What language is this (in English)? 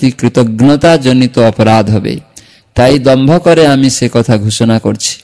Bangla